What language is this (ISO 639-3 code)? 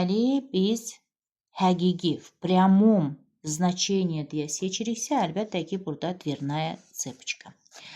aze